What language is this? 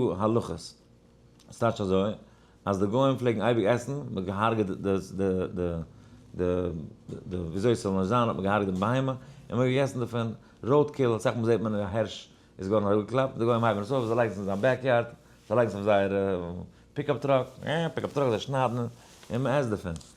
Yiddish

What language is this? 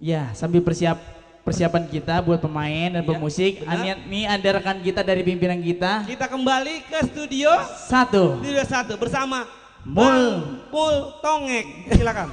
Betawi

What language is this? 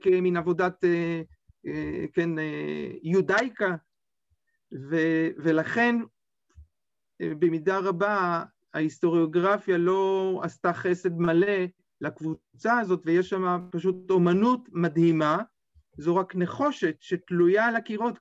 Hebrew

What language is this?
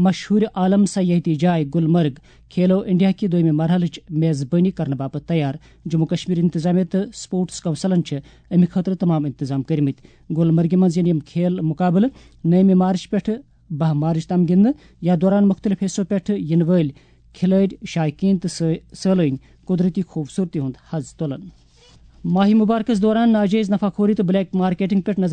Kashmiri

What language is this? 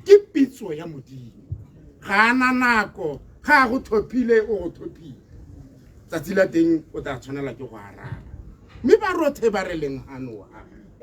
Tswana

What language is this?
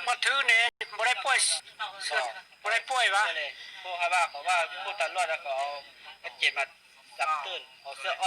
Lao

